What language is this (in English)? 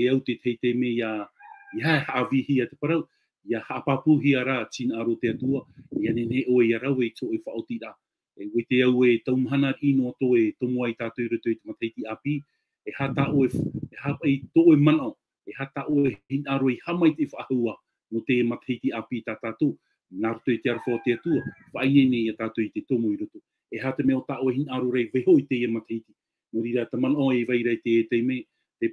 Tahitian